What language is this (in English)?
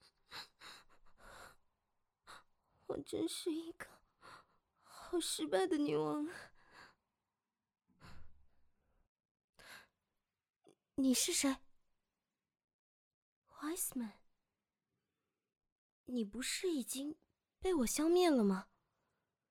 Chinese